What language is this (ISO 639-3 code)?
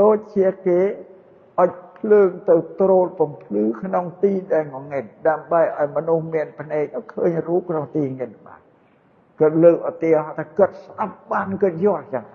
khm